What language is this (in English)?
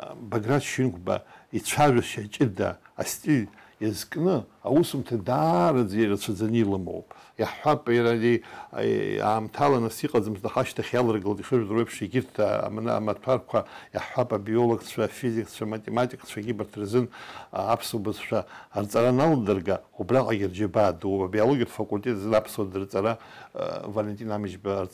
Abkhazian